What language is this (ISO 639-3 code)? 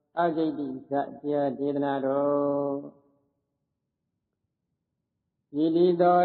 mya